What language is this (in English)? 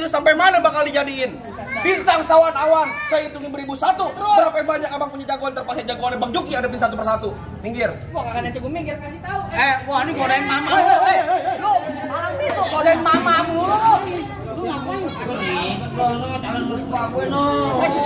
Betawi